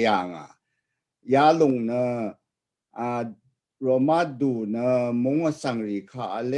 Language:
Rawang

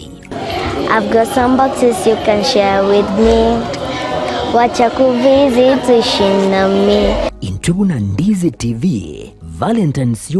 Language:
Gusii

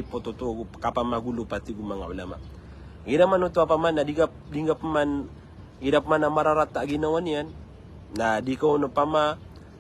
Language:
Maranao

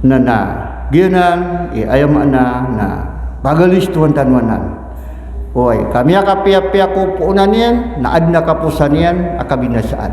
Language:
Maranao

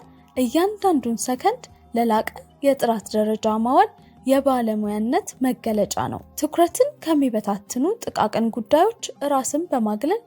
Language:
Amharic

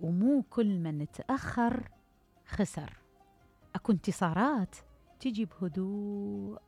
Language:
Mesopotamian Arabic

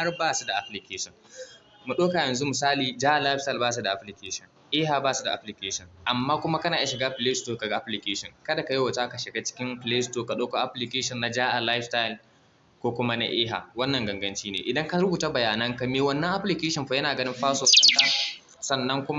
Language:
Hausa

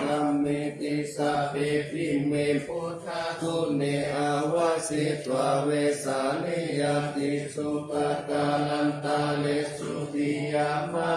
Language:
Pali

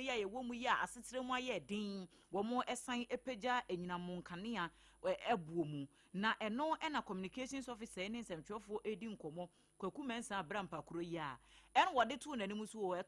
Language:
Akan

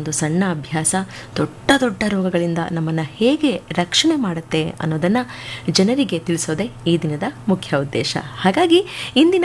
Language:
Kannada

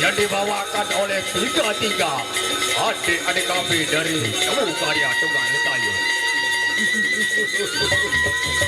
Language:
Sasak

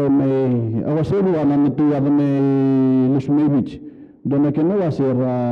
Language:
Fijian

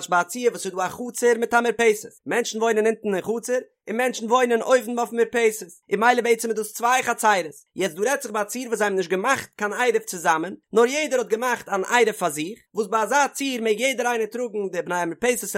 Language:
Yiddish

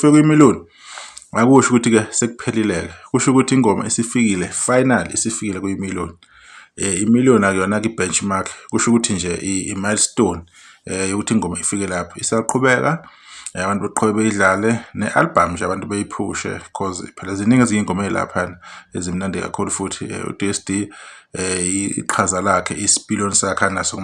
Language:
Zulu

